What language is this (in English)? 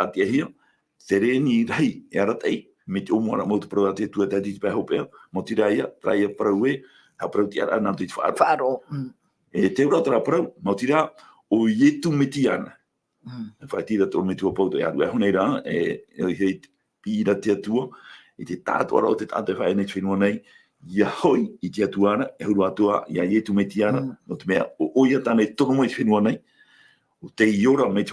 Tahitian